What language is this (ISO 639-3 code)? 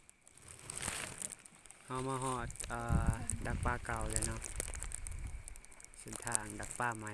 lao